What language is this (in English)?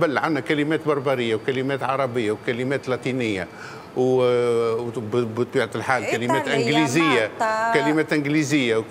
Tunisian Arabic